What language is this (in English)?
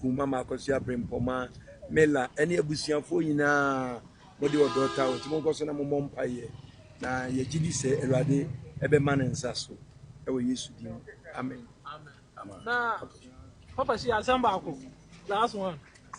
Akan